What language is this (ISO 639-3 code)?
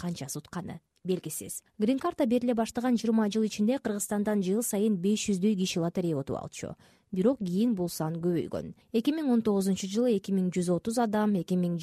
kir